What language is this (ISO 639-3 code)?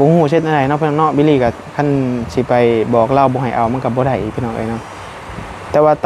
tts